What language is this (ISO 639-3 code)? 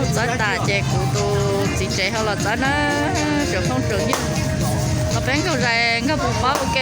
hmn